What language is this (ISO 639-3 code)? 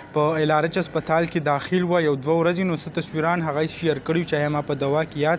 pus